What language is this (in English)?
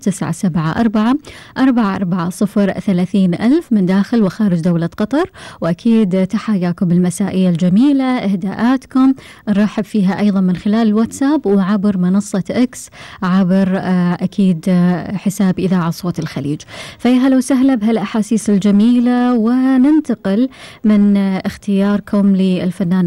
Gulf Arabic